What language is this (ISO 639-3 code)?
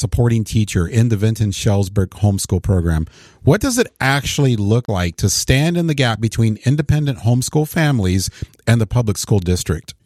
eng